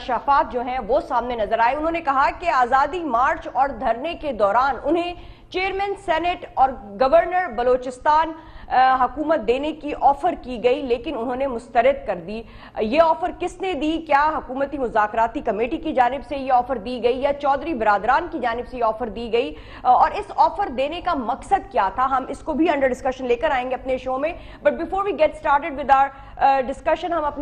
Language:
Urdu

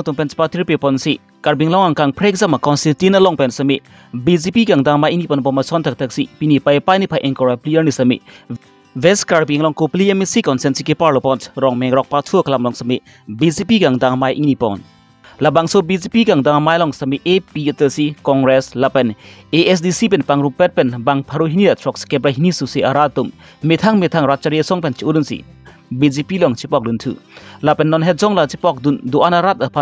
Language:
Karbi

